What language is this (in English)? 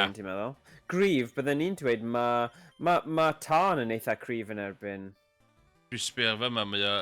Welsh